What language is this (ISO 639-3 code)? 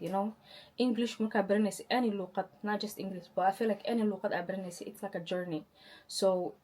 som